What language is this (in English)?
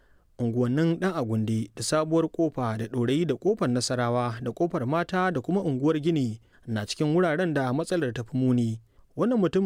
Hausa